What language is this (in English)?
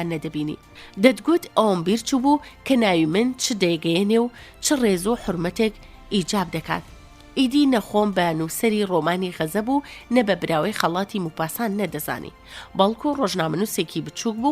Central Kurdish